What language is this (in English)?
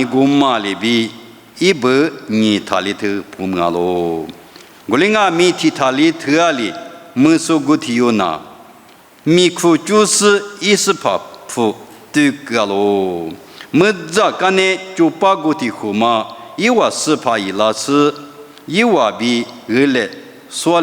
Lisu